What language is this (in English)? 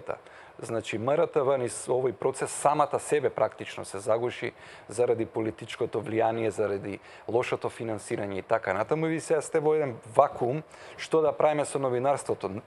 Macedonian